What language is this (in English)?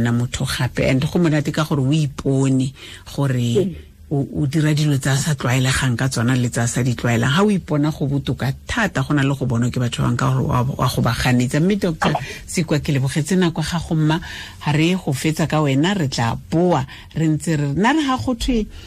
Tswana